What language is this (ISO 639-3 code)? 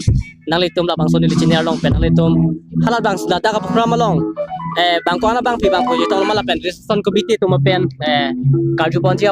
mjw